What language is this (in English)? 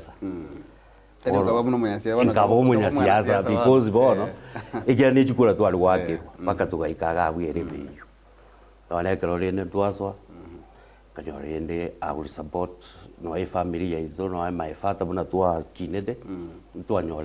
Gusii